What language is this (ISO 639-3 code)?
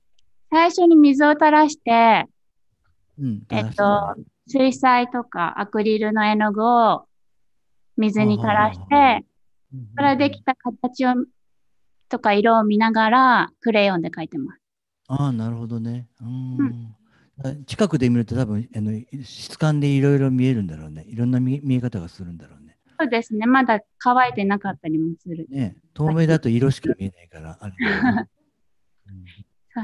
jpn